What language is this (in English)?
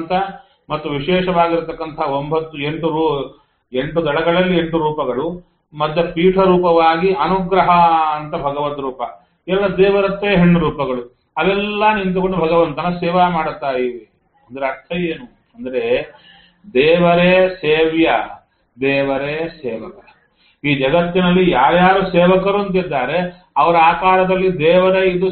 Kannada